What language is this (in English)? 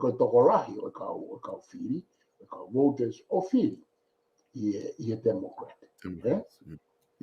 Tongan